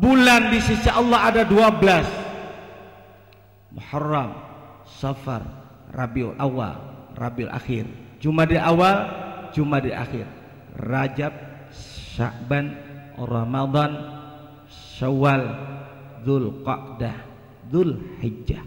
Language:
Banjar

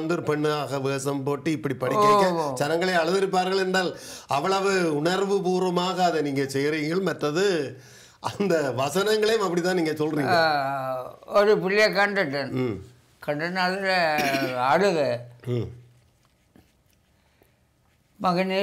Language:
Tamil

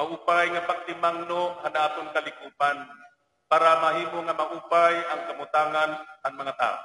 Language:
Waray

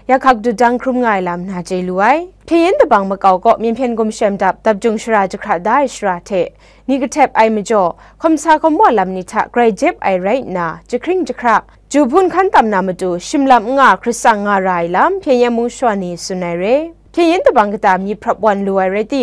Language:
Kachin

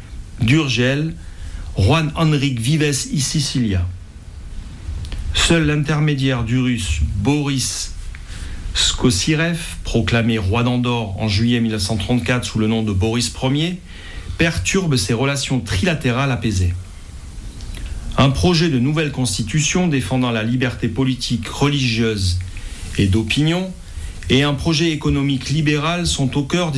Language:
French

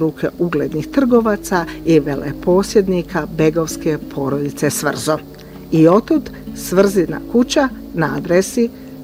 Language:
Bosnian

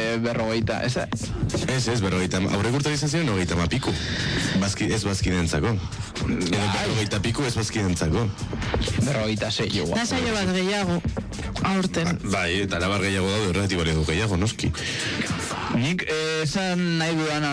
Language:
Basque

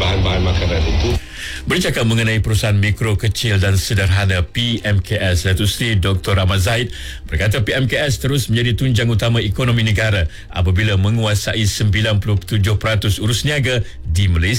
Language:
Malay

